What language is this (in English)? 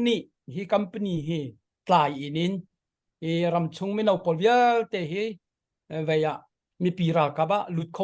Hakha Chin